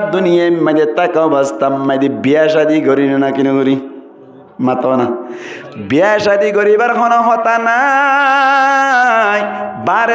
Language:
Rohingya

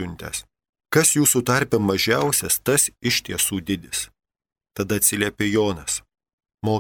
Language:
Lithuanian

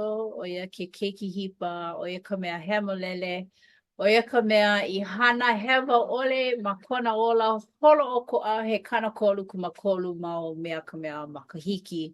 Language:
Hawaiian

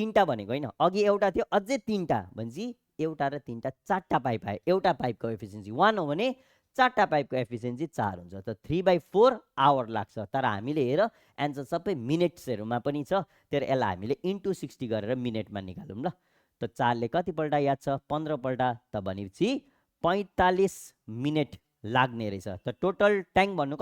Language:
Nepali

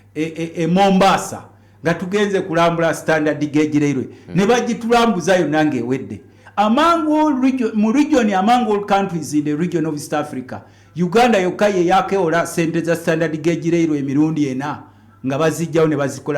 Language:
Ganda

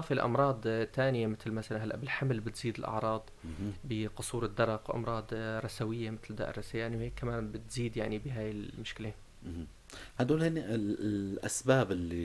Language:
North Levantine Arabic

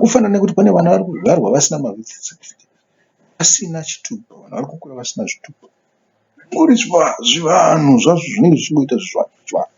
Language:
Shona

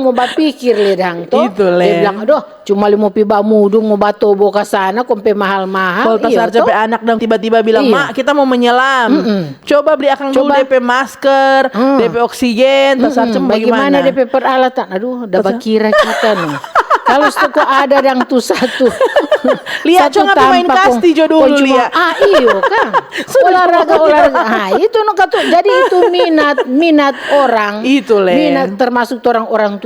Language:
Manado Malay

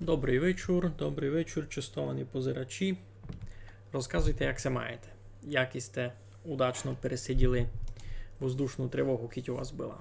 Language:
Rusyn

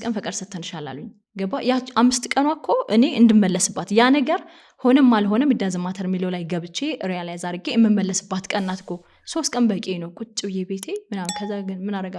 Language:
Amharic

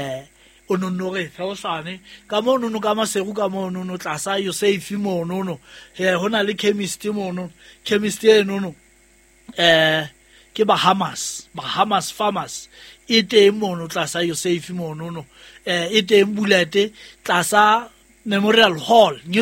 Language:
Southern Sotho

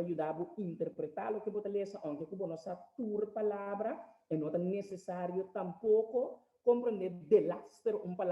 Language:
Papiamento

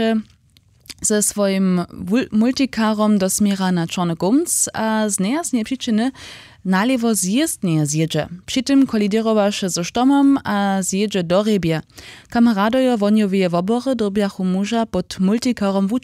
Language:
Upper Sorbian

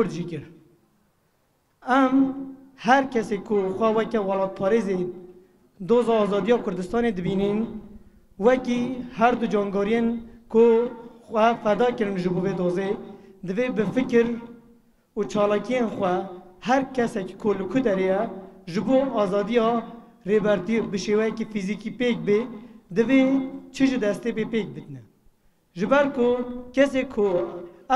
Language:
Kurdish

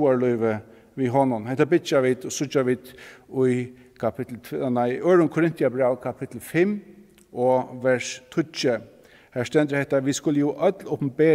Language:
Faroese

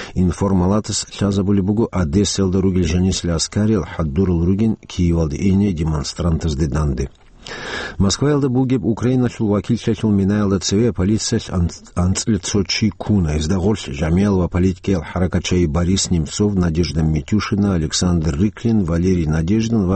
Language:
Avaric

